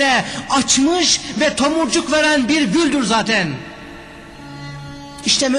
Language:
Turkish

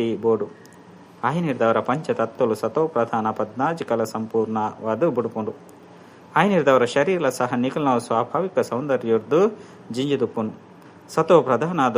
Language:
Tulu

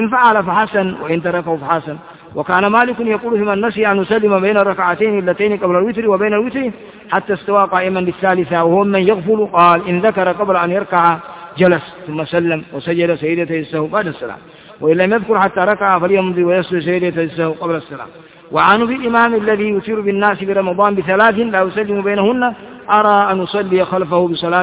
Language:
Arabic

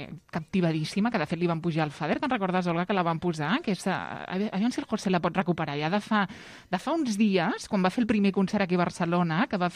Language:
Catalan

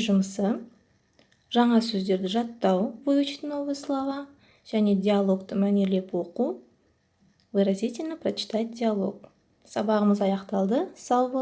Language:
Kazakh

